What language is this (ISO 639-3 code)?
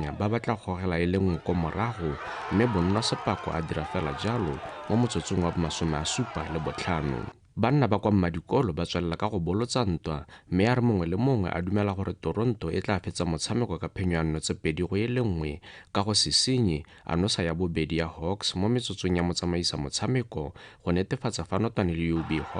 tsn